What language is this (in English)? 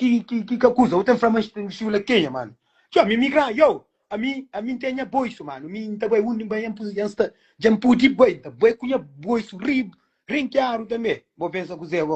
Kabuverdianu